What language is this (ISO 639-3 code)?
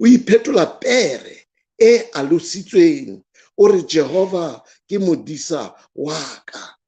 sot